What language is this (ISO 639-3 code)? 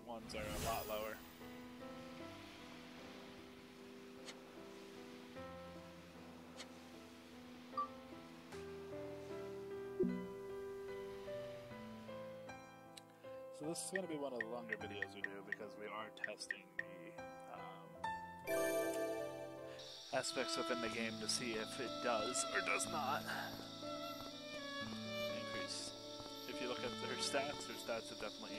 eng